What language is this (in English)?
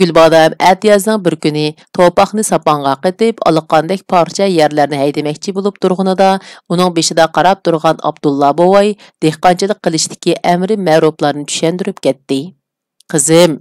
Uyghur